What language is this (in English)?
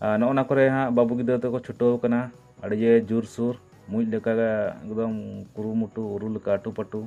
Santali